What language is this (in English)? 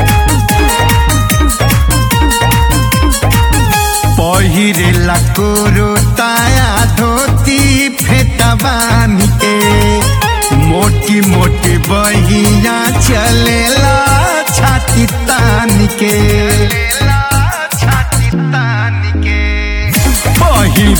Bhojpuri